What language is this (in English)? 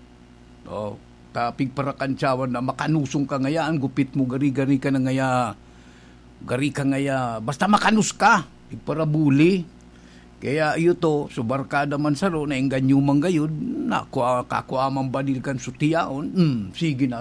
Bikol